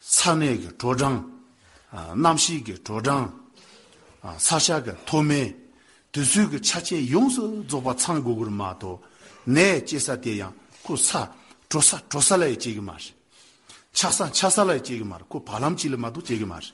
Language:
Tibetan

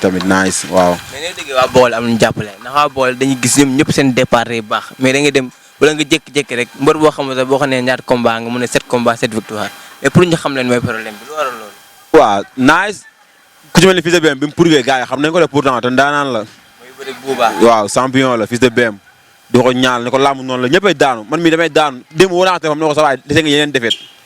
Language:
Wolof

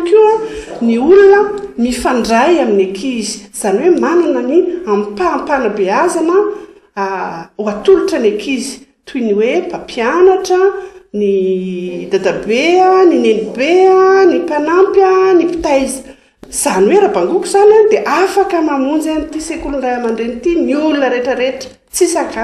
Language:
Malagasy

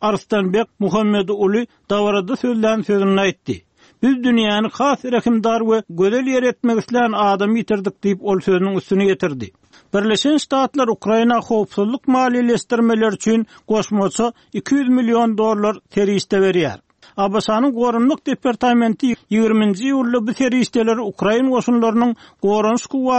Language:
Turkmen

